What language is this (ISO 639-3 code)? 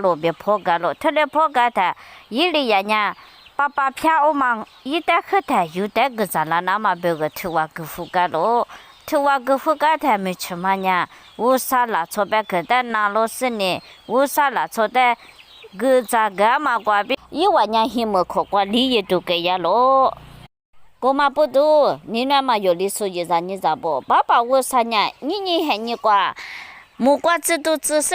lis